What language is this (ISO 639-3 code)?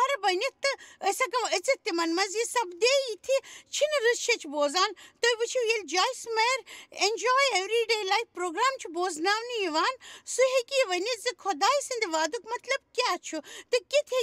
kas